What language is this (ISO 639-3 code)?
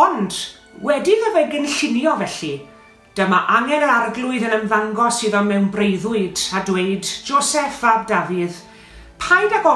cym